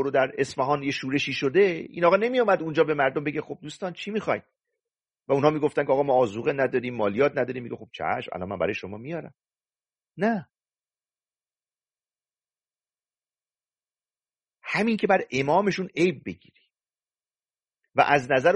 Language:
Persian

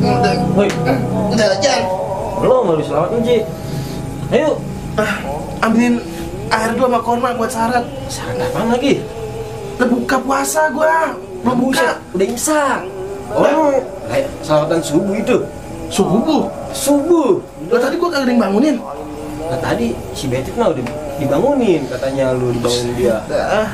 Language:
Betawi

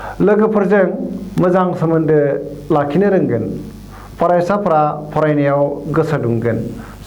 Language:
Bodo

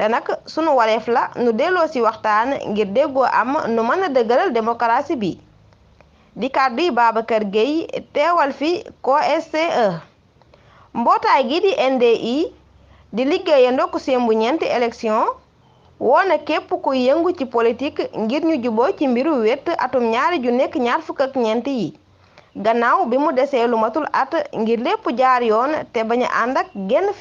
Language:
Wolof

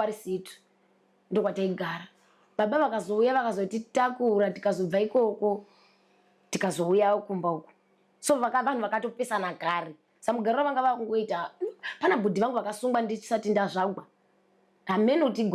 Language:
Shona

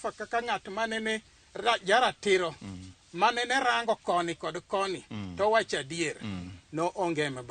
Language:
Luo (Kenya and Tanzania)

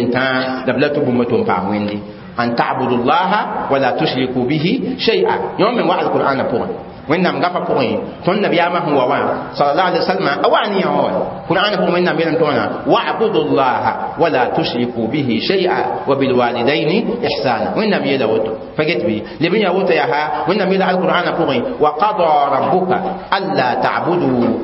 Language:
Mossi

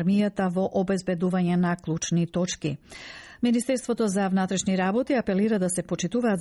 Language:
Macedonian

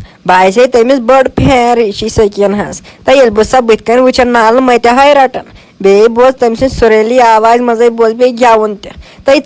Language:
Kashmiri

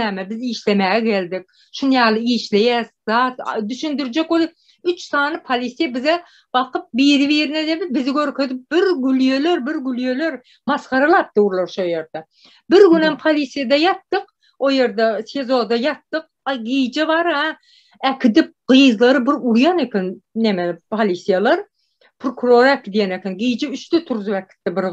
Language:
Turkmen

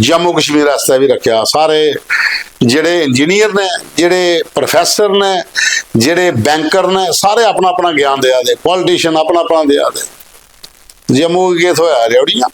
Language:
Dogri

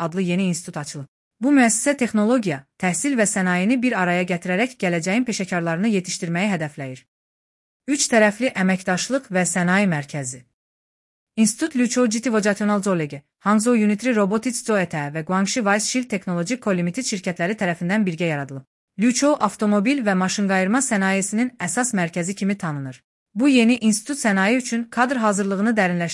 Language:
Azerbaijani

